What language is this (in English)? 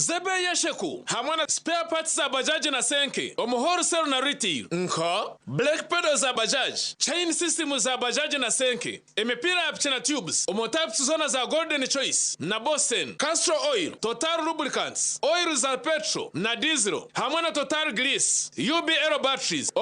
Nyankole